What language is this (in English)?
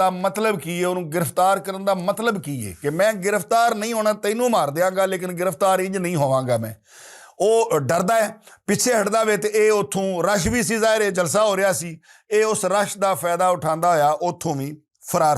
Western Panjabi